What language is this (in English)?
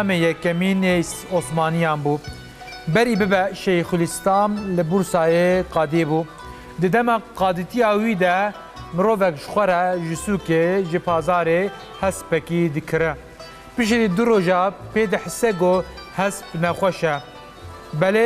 Kurdish